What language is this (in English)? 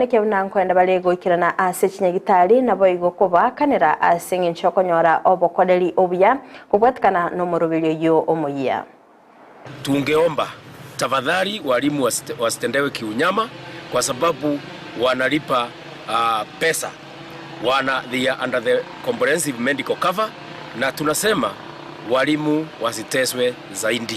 Gusii